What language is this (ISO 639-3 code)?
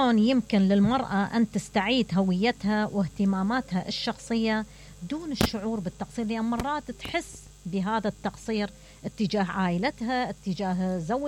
acm